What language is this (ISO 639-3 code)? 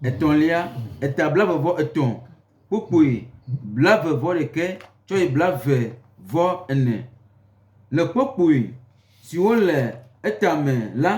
gej